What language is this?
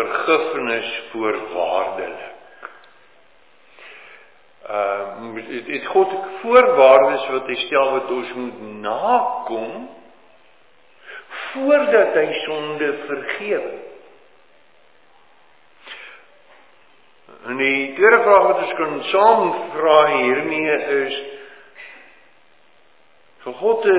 Afrikaans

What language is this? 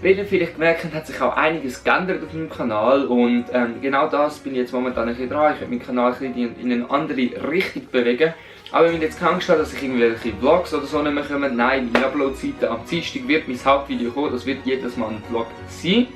Swiss German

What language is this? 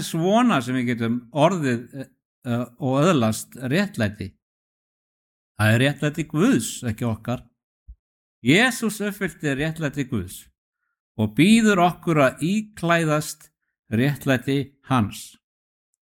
Icelandic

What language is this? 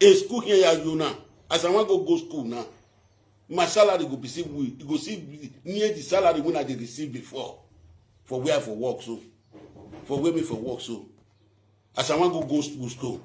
Nigerian Pidgin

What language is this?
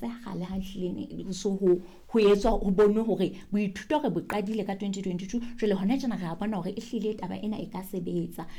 Southern Sotho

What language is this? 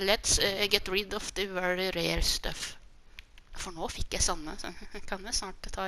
Norwegian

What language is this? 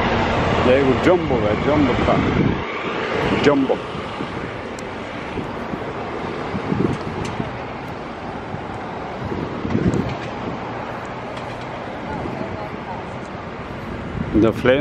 Bulgarian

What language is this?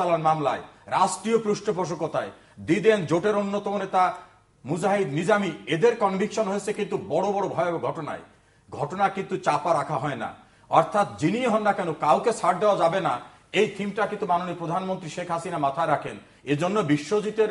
Bangla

